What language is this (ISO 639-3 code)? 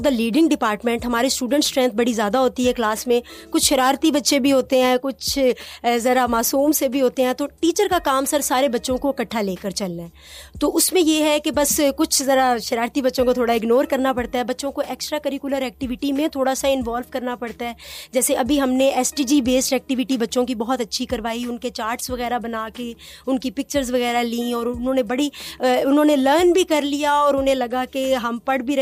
urd